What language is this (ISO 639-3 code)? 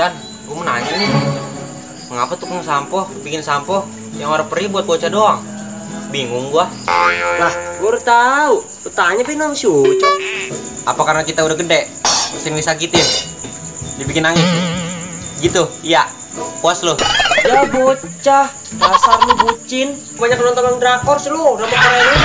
bew